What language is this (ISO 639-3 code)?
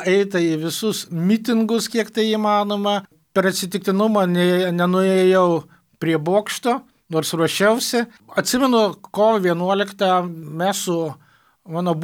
lit